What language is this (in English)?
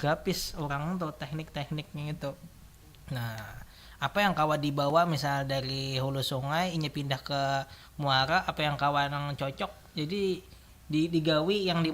Banjar